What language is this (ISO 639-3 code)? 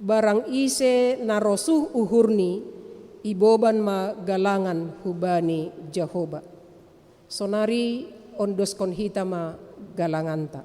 bts